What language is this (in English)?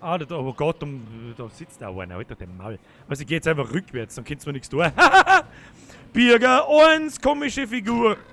Bavarian